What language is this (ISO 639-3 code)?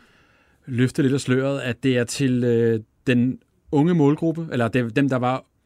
dan